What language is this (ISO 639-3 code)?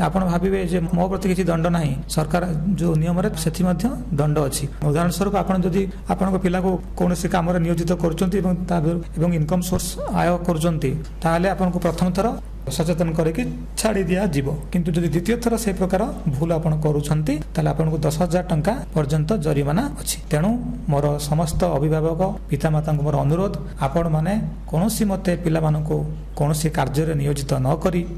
ori